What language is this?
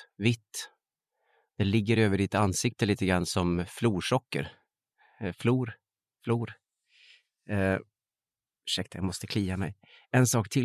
Swedish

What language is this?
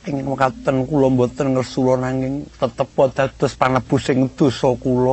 Javanese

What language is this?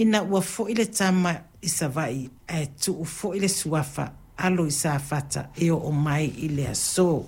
Samoan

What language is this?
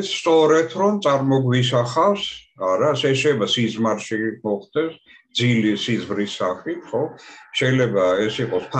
Georgian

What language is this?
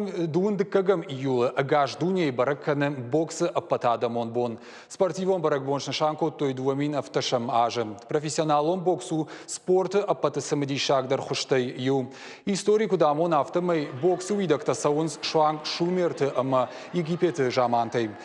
Ossetic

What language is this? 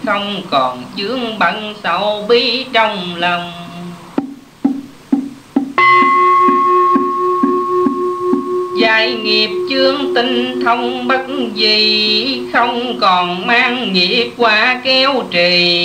Vietnamese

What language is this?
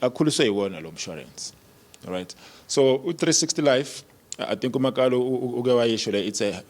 Zulu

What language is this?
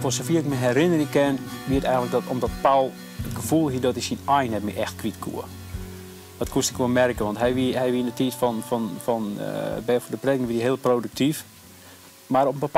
Western Frisian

